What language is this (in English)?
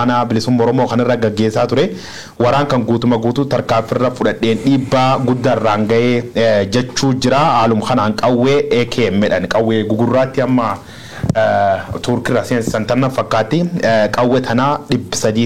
Oromo